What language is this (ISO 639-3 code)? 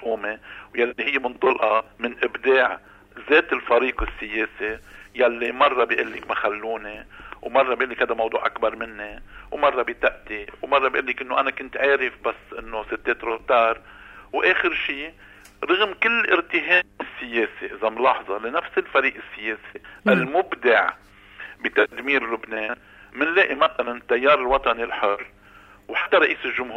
apc